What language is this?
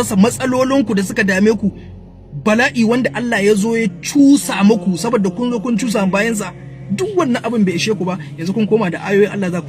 Hausa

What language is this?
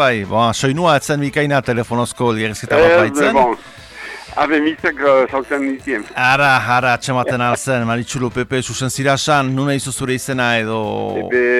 Basque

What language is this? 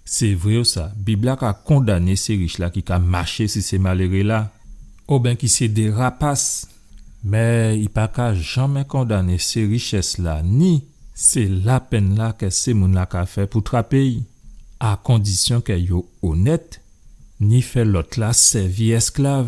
Guadeloupean Creole French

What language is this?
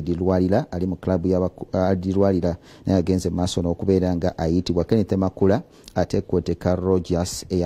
Ganda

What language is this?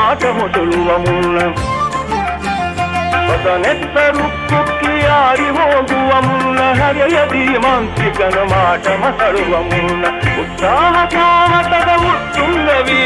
Kannada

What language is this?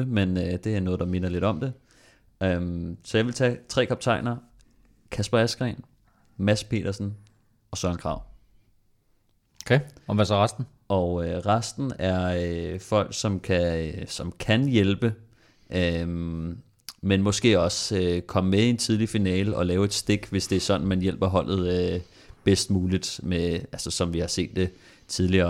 Danish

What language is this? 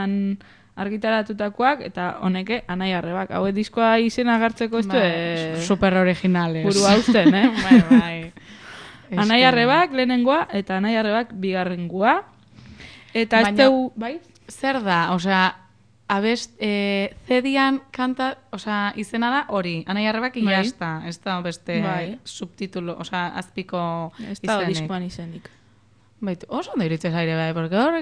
Basque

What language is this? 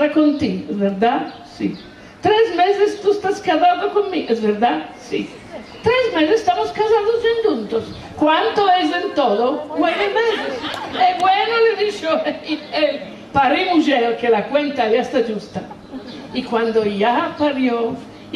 Ladino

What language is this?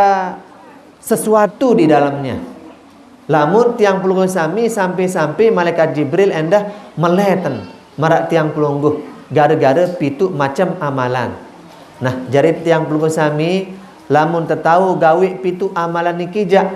Sasak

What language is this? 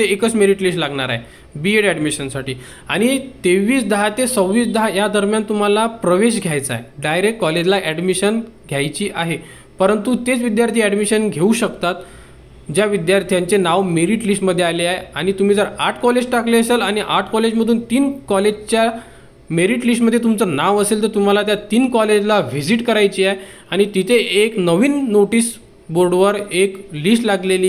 Marathi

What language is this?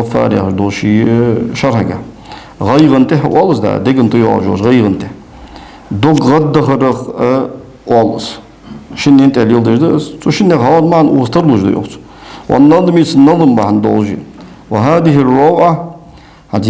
Ingush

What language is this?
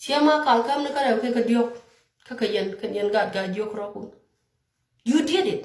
Nuer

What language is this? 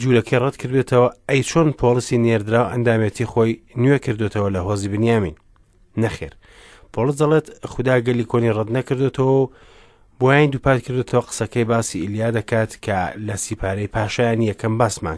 Central Kurdish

